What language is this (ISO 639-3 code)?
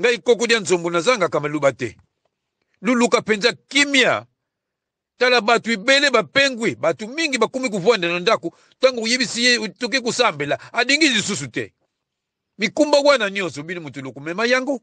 lin